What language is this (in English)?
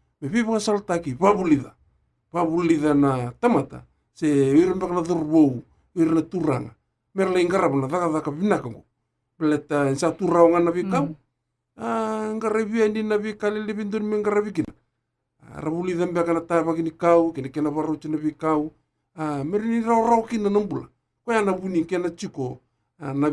Fijian